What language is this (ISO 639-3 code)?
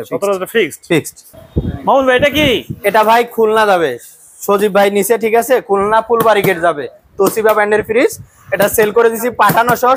ben